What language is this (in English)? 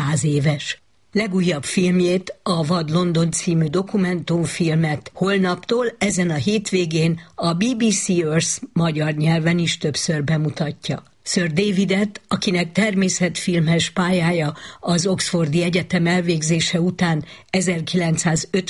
Hungarian